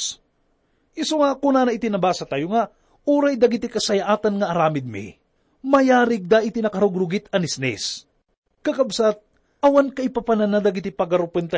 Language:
Iloko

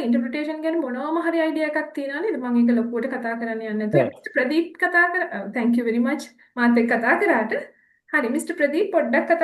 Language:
Sinhala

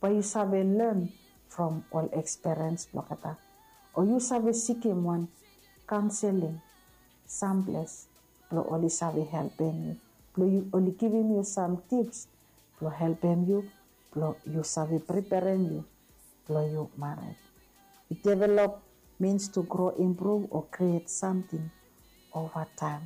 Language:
Bislama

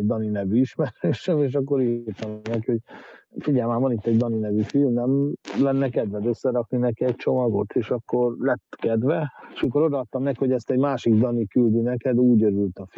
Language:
Hungarian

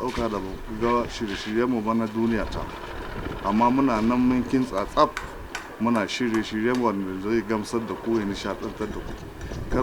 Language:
Hausa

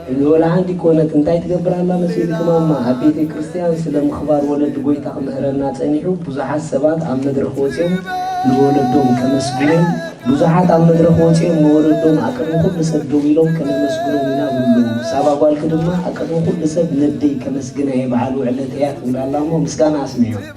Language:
Tigrinya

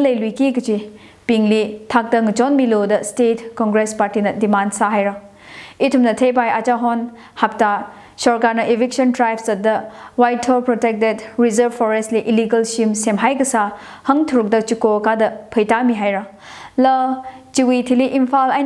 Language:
Tangkhul Naga (India)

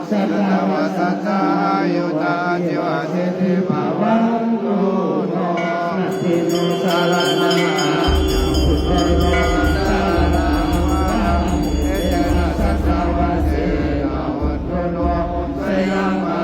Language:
Pali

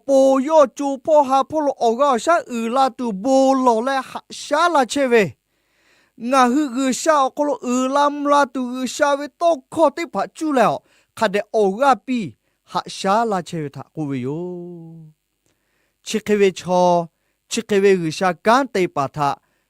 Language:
Lahu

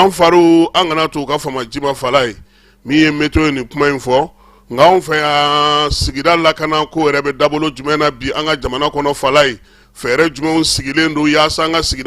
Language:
Bambara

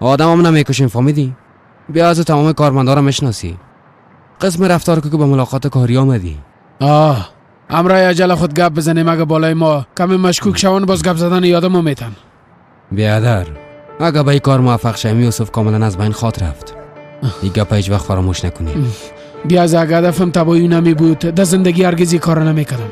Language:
Persian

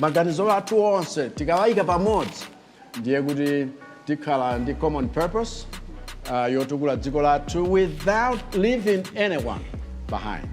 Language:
Nyanja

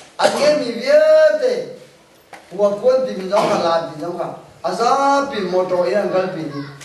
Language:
Hakha Chin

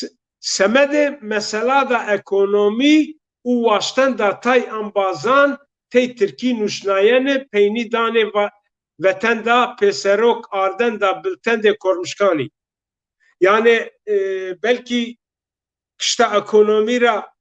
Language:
Zaza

